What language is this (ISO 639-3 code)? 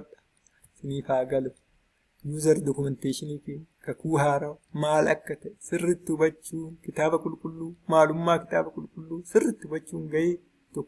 orm